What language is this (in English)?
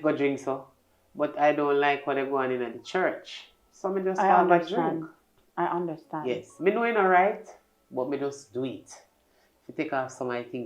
Jamaican Creole English